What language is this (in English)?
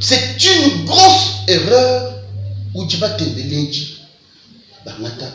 Luba-Lulua